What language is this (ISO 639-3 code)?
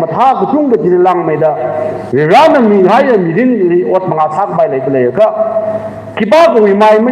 nmf